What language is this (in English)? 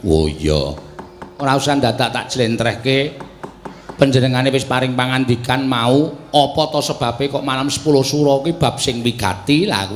Javanese